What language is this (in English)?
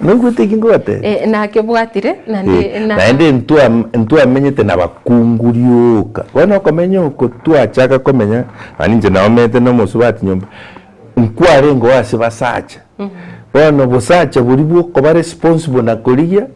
Gusii